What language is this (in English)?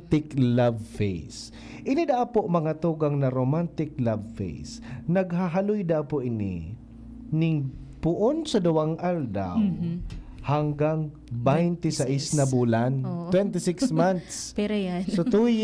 Bikol